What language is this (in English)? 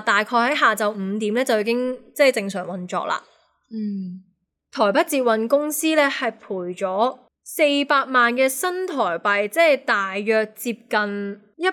Cantonese